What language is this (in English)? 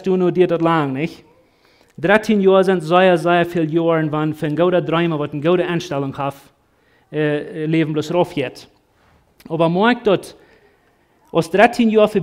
Plautdietsch